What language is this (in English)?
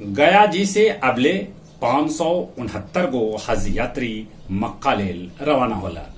Magahi